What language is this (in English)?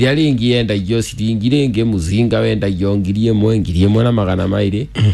Kikuyu